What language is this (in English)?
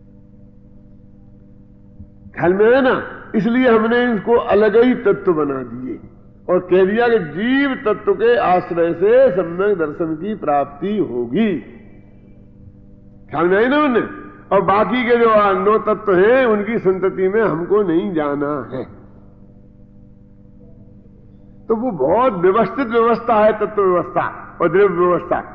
Hindi